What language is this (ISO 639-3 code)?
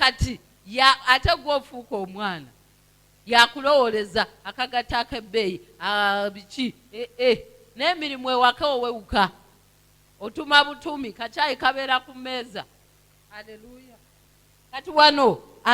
lug